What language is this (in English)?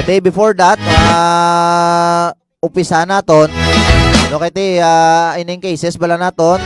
Hiligaynon